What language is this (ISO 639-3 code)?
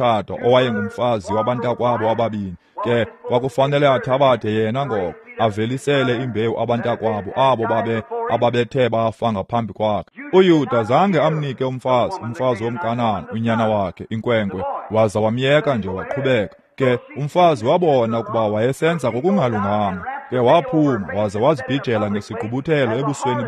xho